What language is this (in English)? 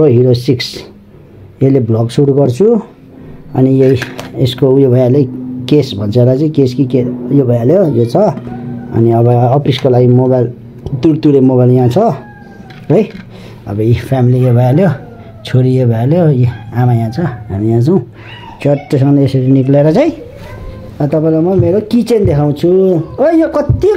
Nepali